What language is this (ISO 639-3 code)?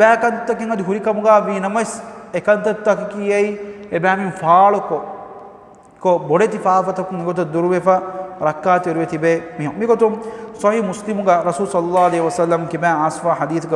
div